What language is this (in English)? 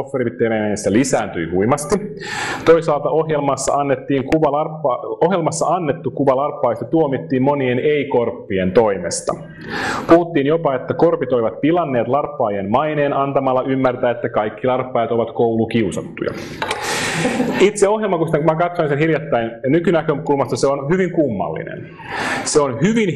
Finnish